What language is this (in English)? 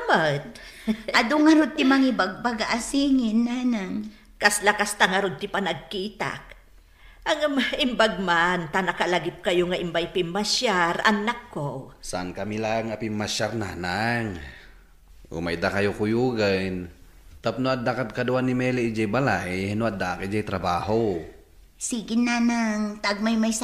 Iloko